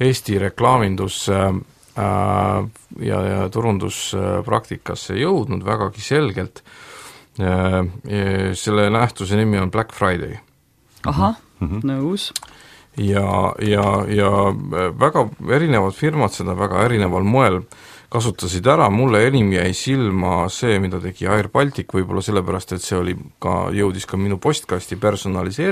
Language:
Estonian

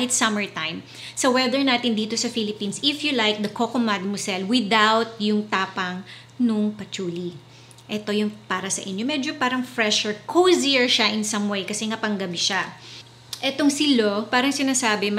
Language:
Filipino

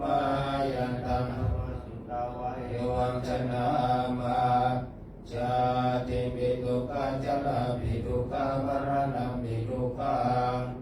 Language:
Pali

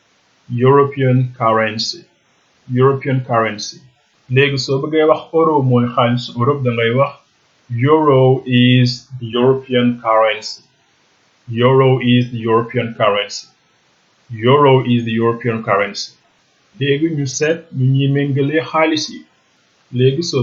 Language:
Wolof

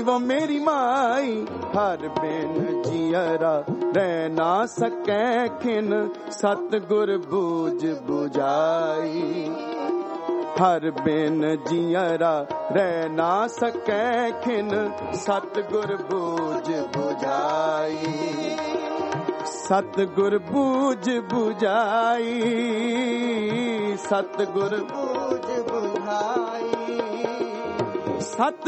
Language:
Punjabi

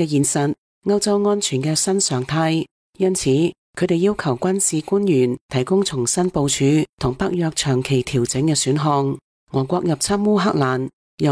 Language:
Cantonese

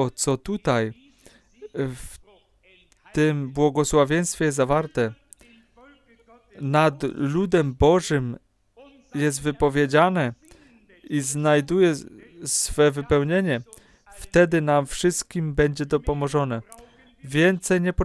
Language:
Polish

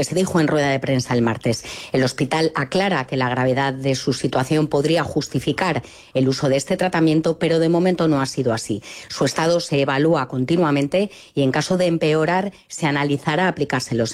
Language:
Spanish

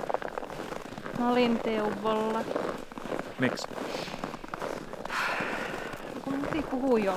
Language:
Finnish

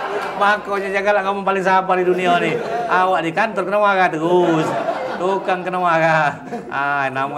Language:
Musi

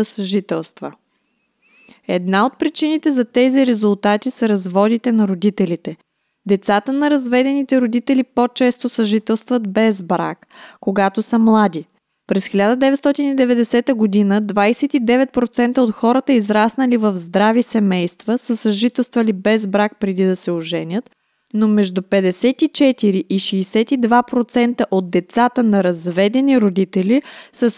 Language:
Bulgarian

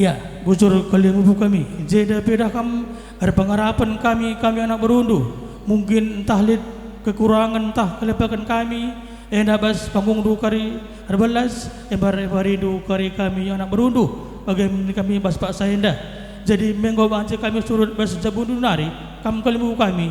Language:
Batak Karo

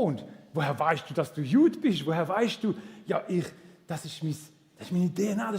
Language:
Swiss German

